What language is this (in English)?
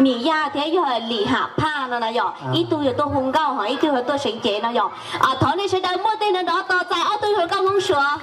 Hmong